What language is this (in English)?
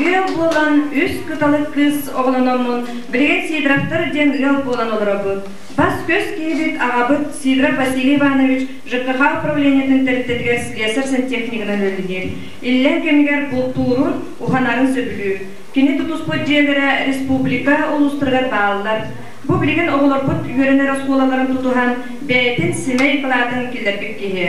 Yakut